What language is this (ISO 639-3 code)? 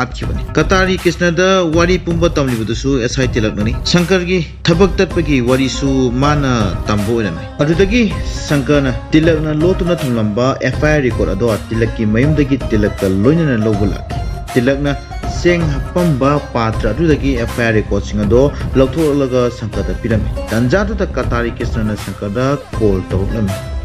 mni